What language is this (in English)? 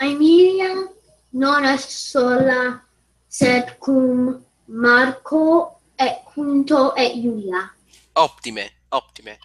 Latin